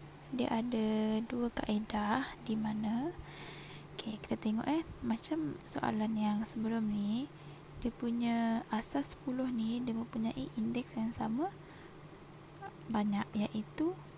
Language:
Malay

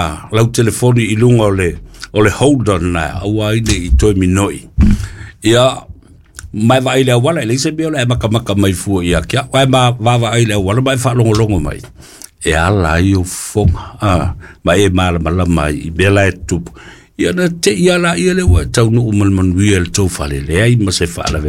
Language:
Samoan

